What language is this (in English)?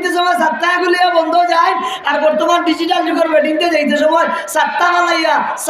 Sylheti